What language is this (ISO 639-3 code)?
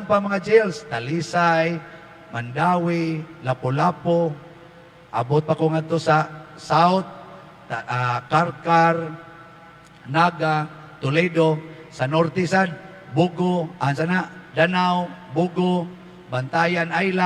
ceb